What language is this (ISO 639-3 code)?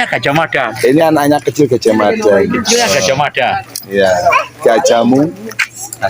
bew